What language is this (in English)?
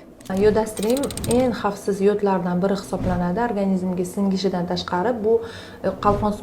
Uzbek